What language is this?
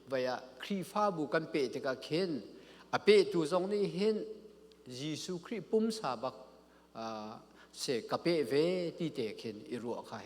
Hakha Chin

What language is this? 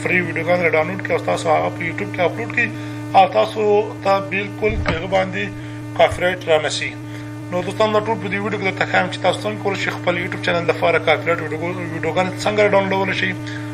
Pashto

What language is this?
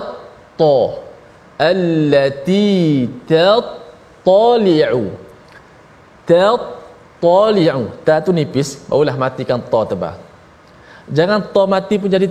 Malay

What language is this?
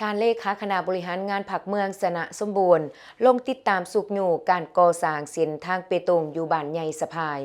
Lao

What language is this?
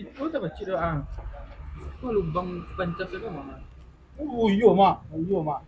Minangkabau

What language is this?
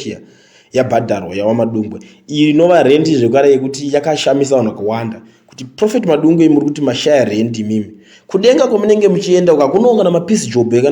Shona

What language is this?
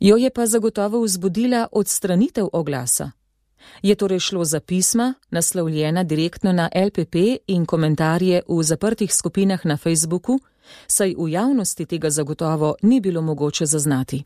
Slovenian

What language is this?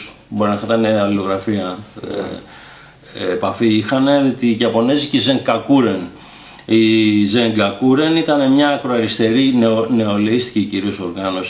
Greek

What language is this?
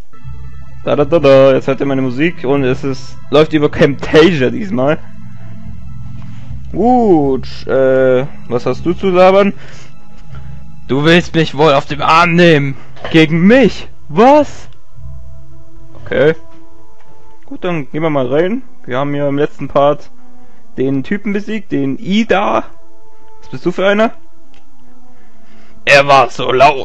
German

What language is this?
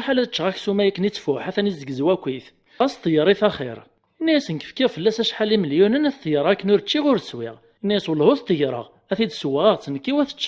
Kabyle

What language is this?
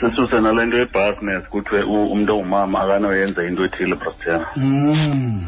Xhosa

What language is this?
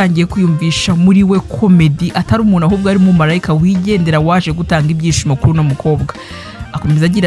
Kinyarwanda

